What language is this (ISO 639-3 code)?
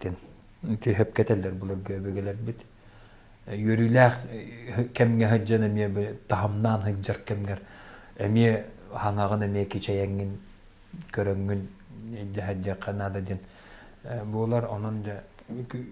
sah